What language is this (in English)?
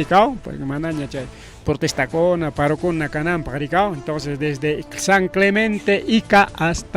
Ayacucho Quechua